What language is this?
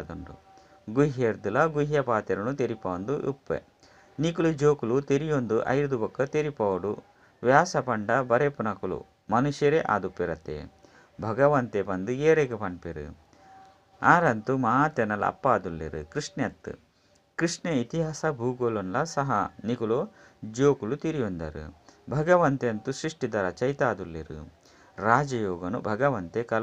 Tulu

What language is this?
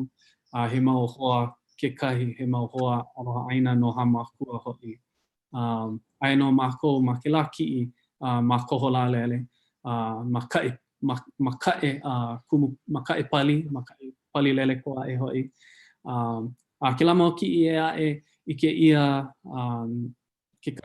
Hawaiian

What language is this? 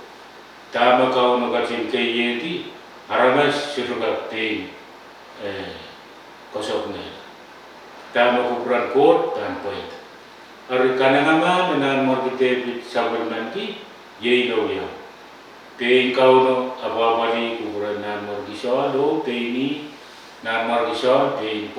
Pohnpeian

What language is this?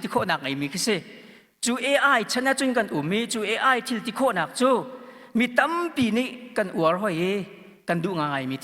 Hakha Chin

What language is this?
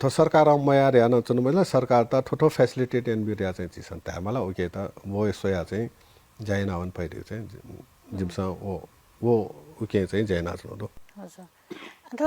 Newari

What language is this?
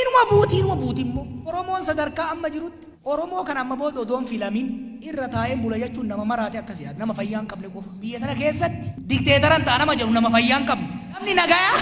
Oromo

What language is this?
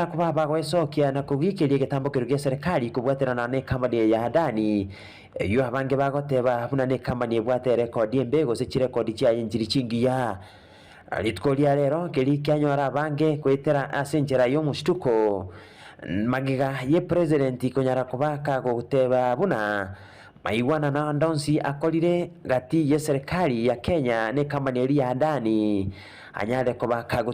Gusii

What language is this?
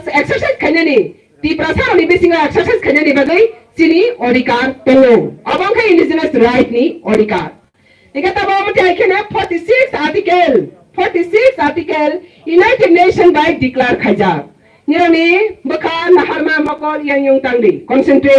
Kok Borok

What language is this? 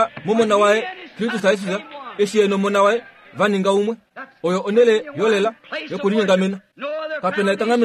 Kuanyama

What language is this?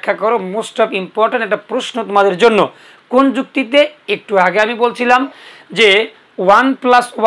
Bangla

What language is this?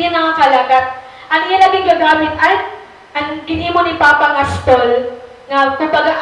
Waray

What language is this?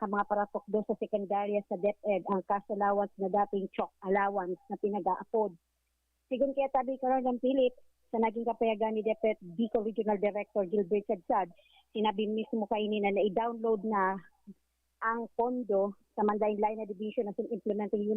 Bikol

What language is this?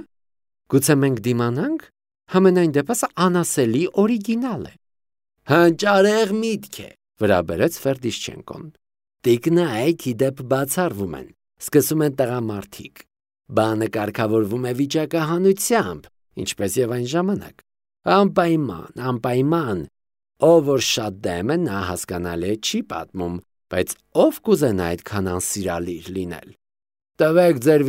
Armenian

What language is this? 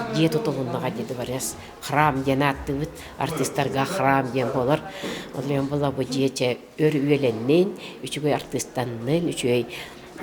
Yakut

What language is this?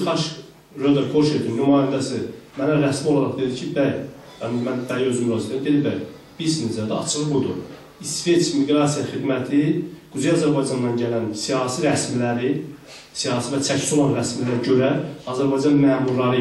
South Azerbaijani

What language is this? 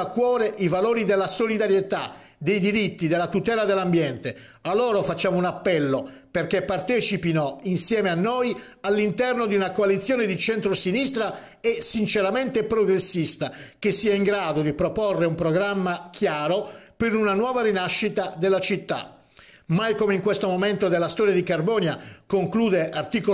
Italian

